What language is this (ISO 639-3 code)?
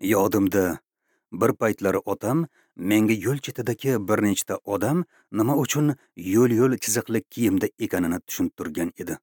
uzb